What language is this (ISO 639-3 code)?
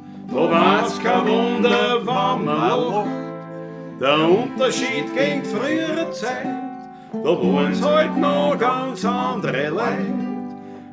bar